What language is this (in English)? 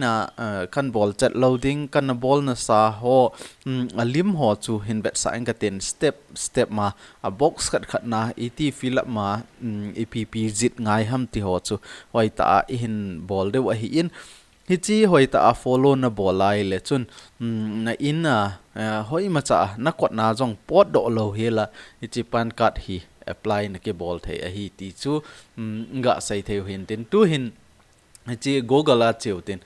Thado Chin